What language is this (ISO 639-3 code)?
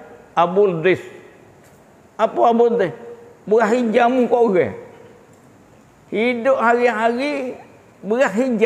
msa